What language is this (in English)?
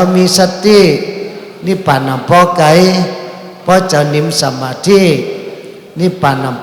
Shan